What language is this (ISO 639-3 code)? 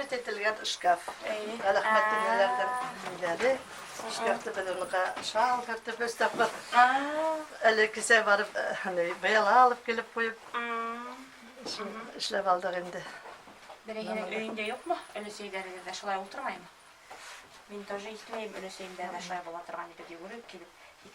bak